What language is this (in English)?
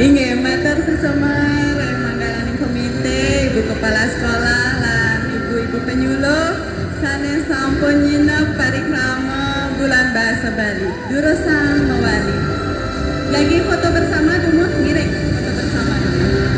Balinese